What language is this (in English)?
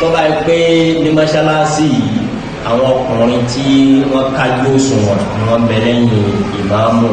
Yoruba